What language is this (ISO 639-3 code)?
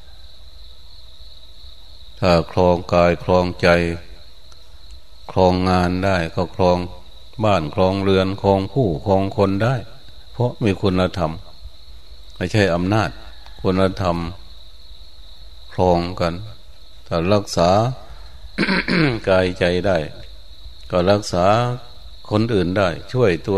tha